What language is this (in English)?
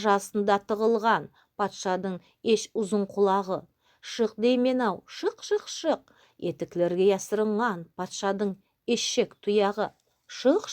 Nogai